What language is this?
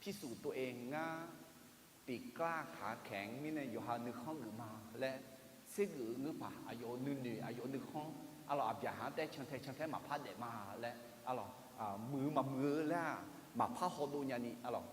Akha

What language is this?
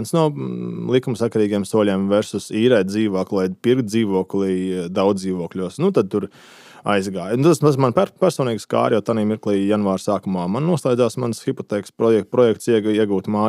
Latvian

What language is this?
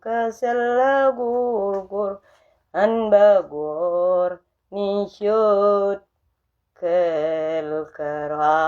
Nuer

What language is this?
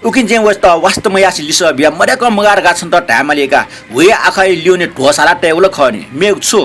Newari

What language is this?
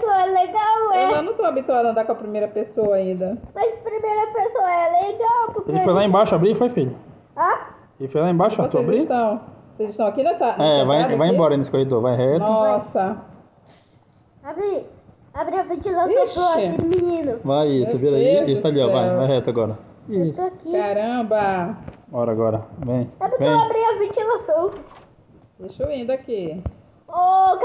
Portuguese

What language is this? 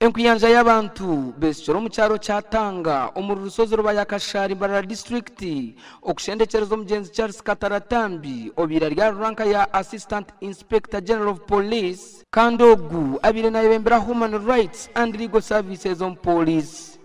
Nyankole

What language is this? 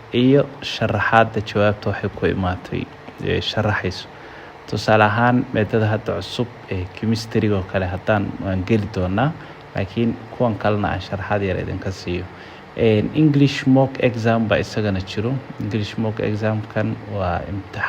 Somali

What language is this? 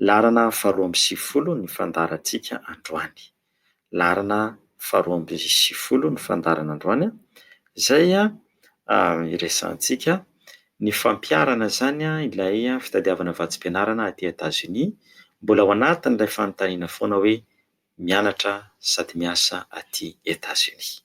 Malagasy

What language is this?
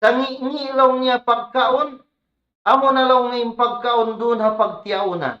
Tausug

